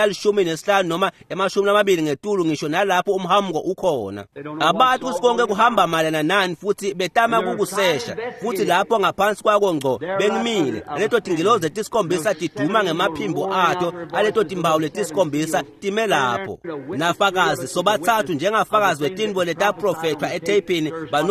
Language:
Swati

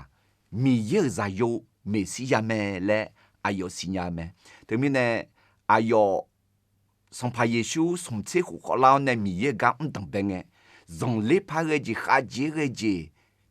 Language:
Akha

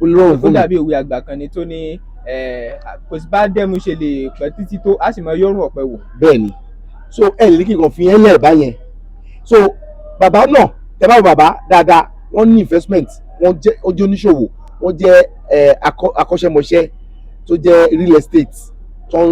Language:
Yoruba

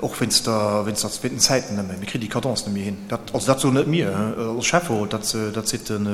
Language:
Luxembourgish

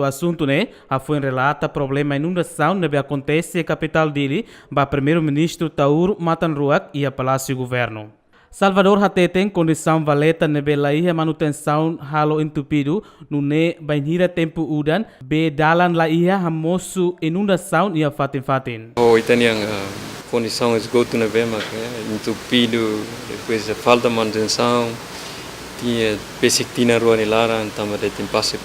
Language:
Tetum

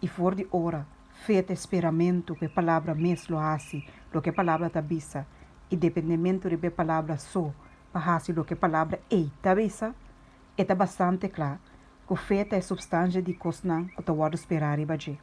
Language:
Papiamento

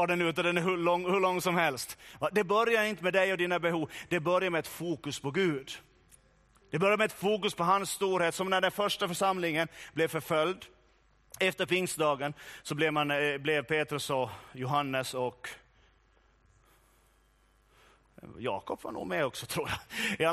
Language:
Swedish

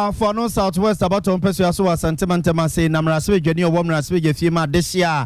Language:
Akan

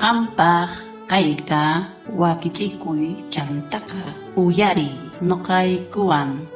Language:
South Bolivian Quechua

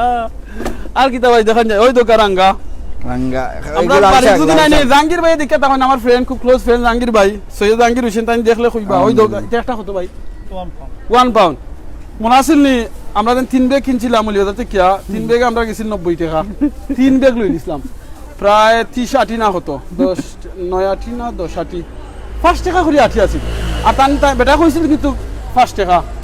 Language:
Sylheti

